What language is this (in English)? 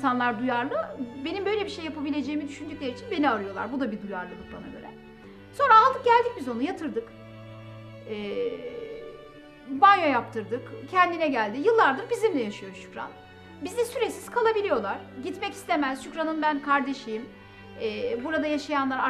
Turkish